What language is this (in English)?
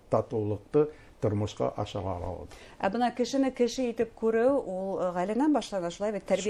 Bashkir